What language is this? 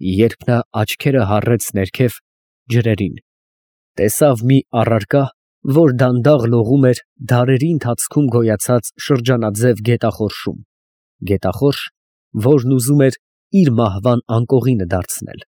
Armenian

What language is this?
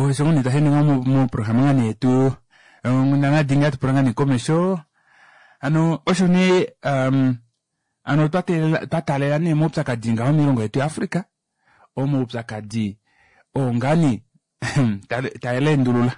Kuanyama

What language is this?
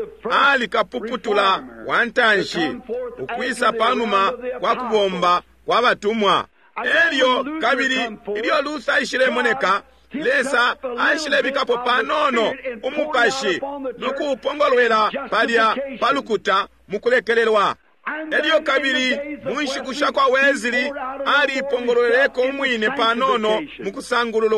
Bemba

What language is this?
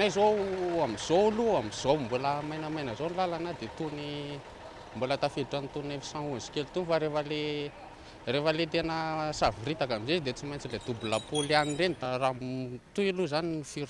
Malagasy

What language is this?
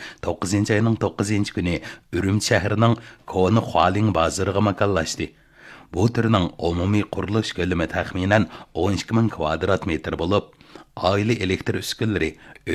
Uyghur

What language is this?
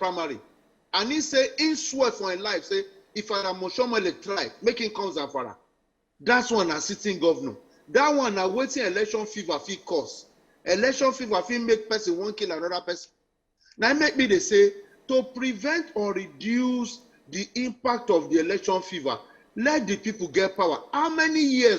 Nigerian Pidgin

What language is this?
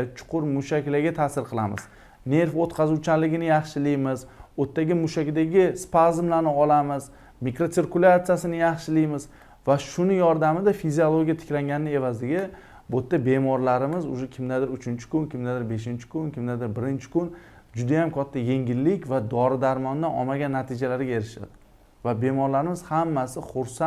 Uzbek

